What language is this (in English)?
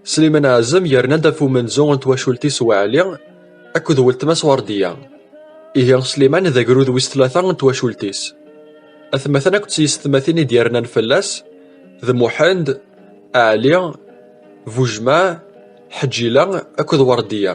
Kabyle